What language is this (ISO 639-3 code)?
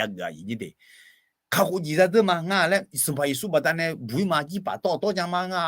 ahk